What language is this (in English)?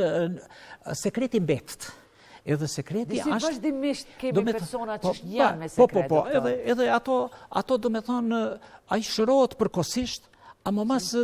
Albanian